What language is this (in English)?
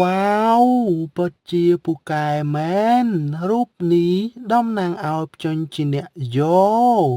Khmer